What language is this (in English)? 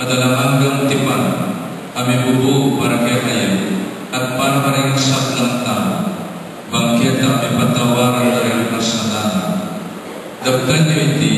Pampanga